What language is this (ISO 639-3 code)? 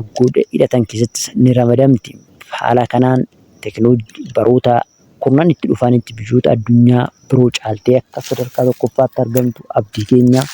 orm